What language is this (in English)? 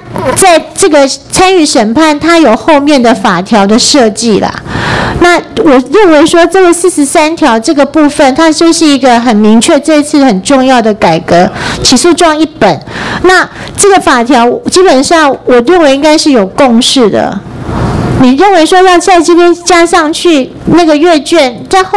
Chinese